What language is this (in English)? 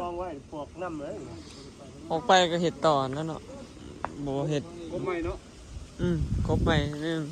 Northeastern Thai